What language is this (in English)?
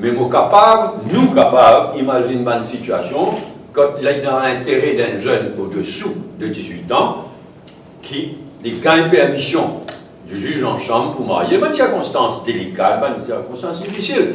Morisyen